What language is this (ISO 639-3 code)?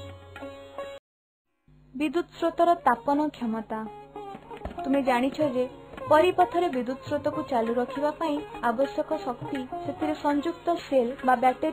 ori